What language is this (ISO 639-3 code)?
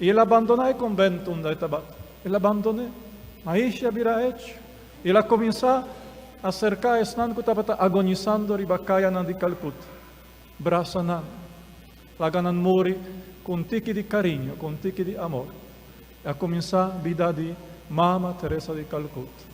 pap